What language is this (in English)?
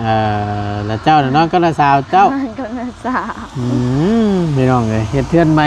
Northeastern Thai